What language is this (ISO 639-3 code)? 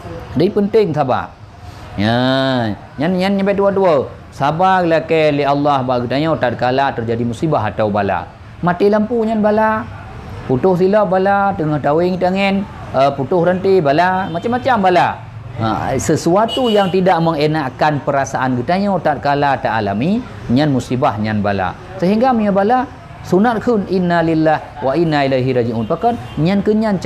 ace